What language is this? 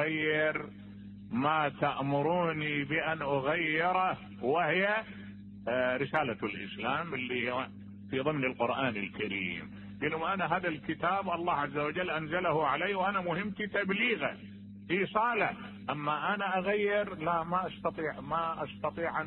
Mesopotamian Arabic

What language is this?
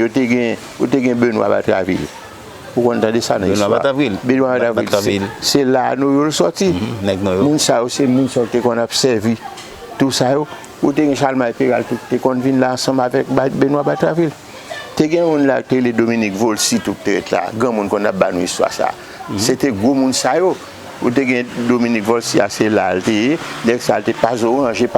Haitian Creole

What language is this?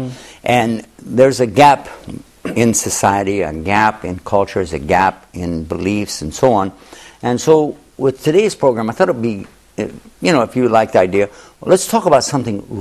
English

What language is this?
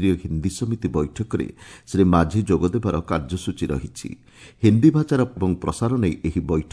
Odia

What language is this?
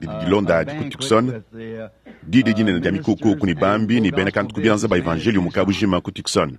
Luba-Lulua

